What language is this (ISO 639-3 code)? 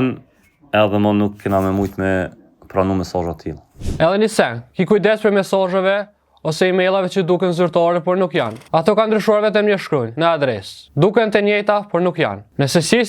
sqi